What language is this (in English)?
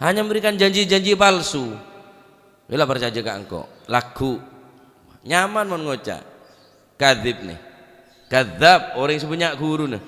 Madurese